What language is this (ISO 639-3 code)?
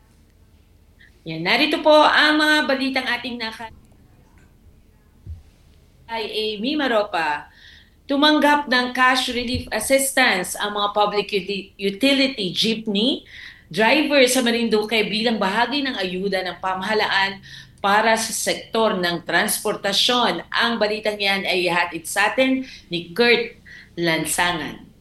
fil